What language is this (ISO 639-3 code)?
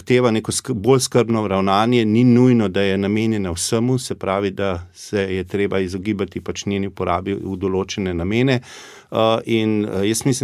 slv